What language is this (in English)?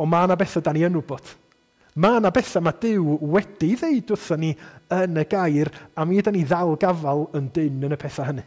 Welsh